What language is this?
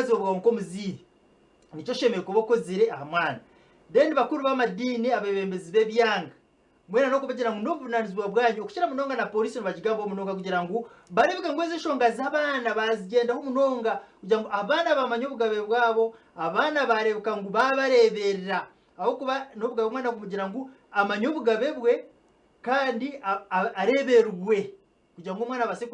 Nyankole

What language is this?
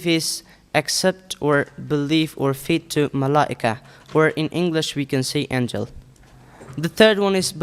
Persian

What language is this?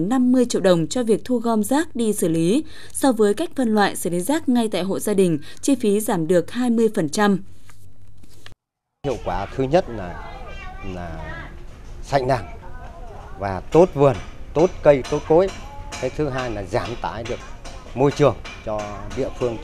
Vietnamese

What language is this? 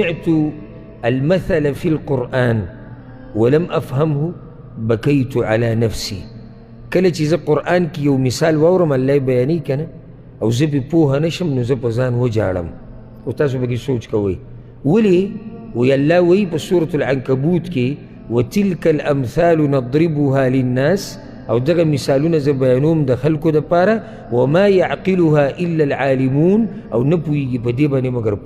Pashto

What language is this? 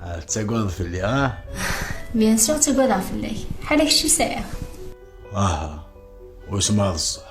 Kabyle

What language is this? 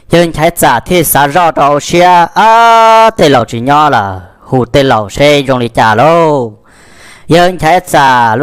Hmong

